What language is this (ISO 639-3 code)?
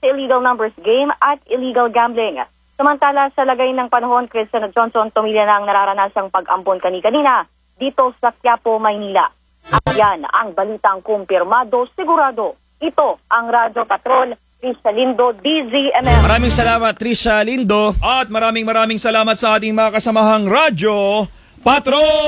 fil